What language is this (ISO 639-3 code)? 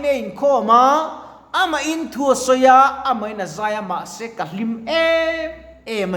lus